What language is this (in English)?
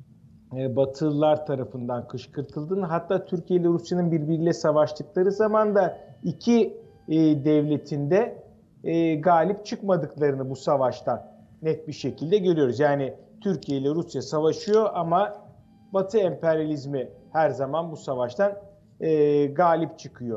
Turkish